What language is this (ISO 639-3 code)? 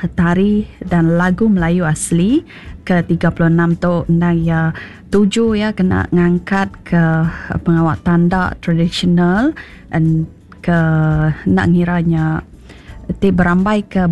iba